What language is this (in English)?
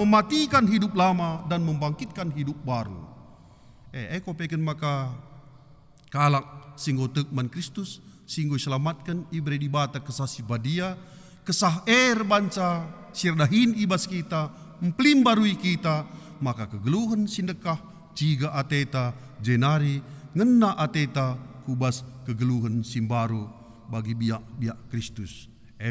Batak Karo